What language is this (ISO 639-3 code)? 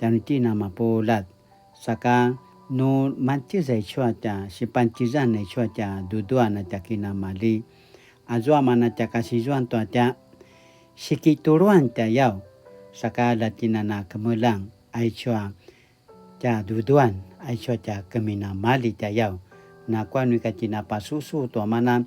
pwn